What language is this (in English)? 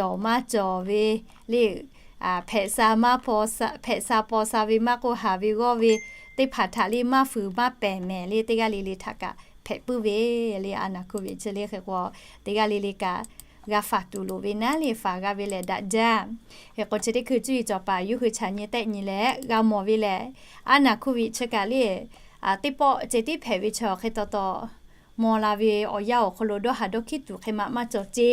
Lahu